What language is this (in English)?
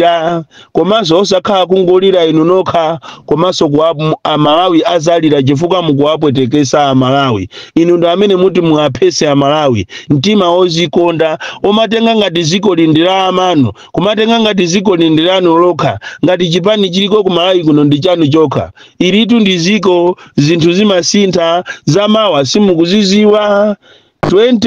Nyanja